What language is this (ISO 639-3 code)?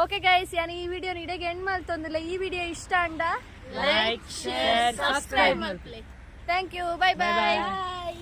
tcy